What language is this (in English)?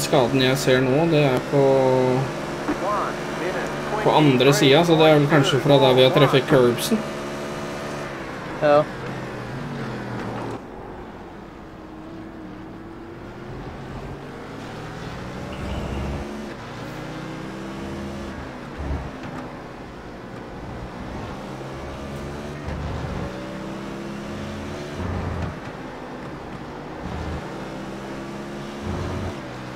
Norwegian